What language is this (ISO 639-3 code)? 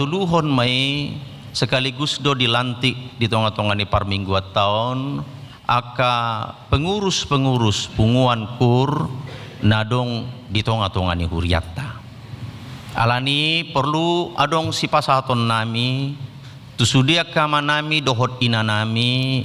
bbc